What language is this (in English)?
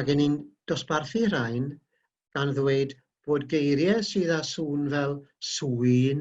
Welsh